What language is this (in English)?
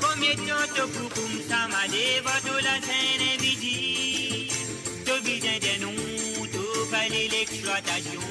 Morisyen